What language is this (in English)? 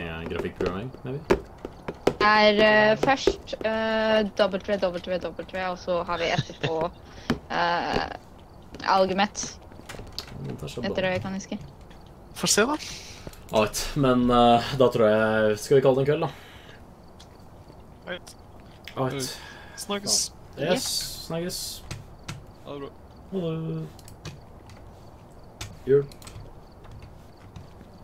Norwegian